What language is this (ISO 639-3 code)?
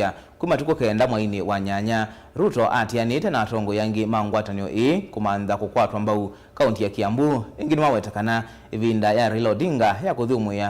kam